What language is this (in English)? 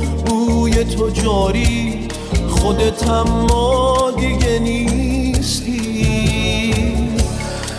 Persian